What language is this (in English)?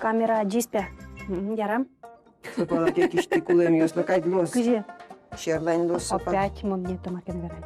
Udmurt